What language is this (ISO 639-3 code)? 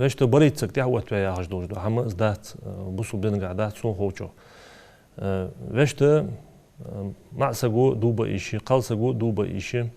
inh